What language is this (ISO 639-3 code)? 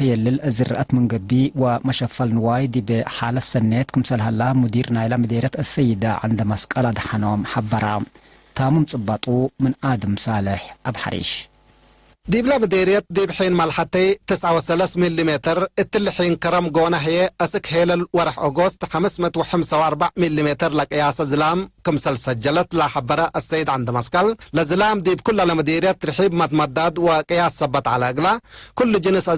tig